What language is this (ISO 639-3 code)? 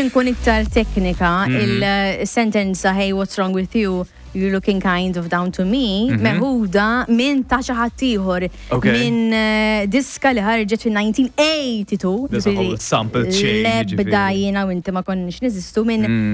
mlt